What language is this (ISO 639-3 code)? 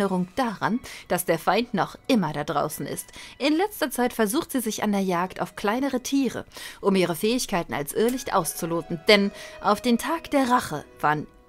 deu